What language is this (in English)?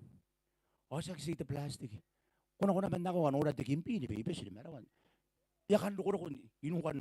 Gilbertese